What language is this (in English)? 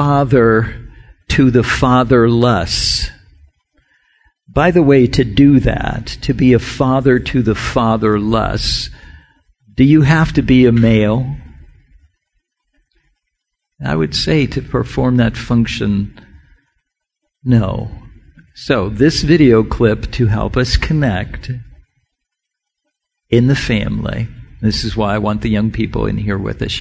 English